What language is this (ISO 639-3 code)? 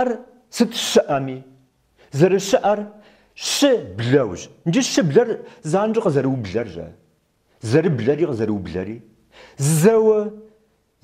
kbd